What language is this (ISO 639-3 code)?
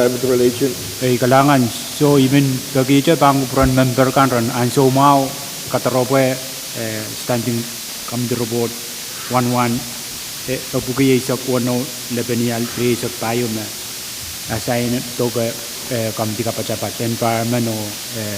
pon